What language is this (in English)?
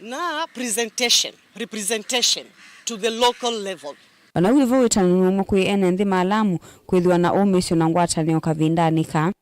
Kamba